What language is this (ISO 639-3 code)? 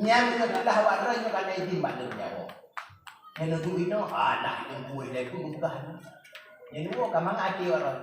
ace